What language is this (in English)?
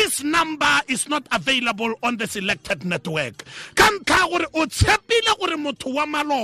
Tswana